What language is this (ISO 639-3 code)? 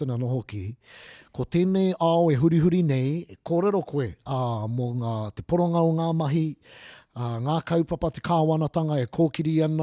mri